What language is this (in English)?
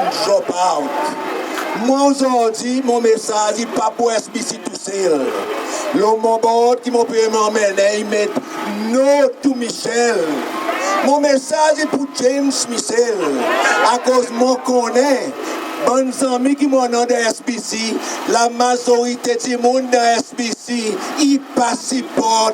Seselwa Creole French